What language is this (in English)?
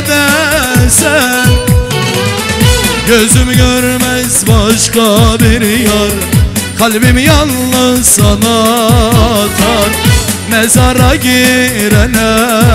Turkish